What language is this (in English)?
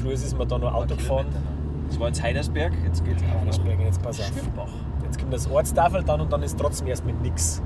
Bavarian